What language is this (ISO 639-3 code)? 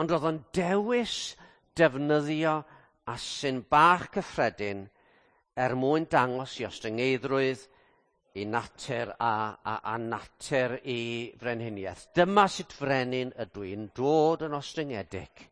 cym